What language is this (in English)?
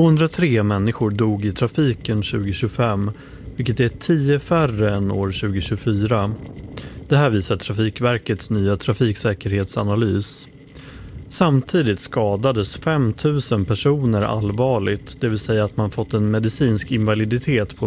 Swedish